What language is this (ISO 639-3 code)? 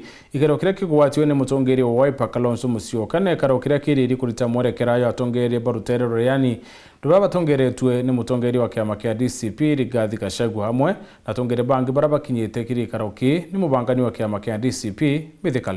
mer